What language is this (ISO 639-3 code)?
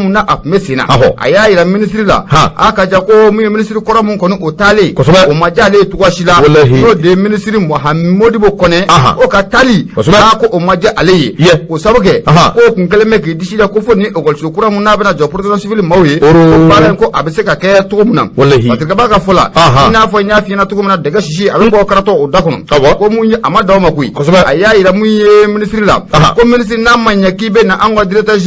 bam